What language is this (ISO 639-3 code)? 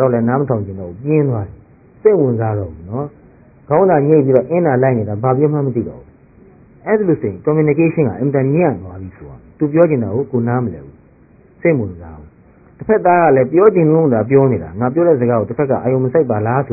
mya